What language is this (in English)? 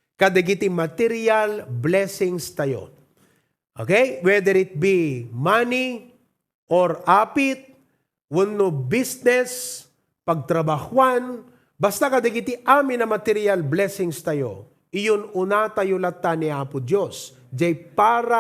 Iloko